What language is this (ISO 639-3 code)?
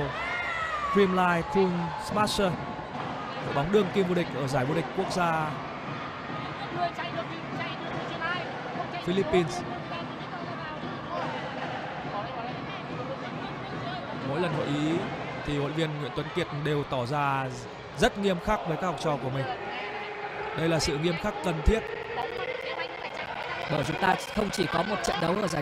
vie